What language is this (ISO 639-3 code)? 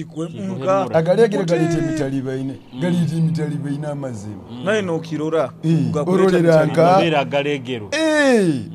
nyo